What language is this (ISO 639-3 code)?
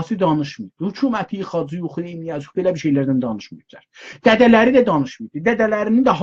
azb